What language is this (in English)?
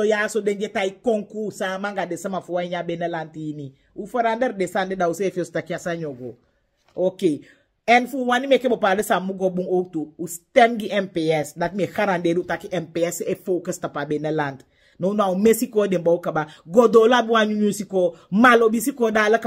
Sranan Tongo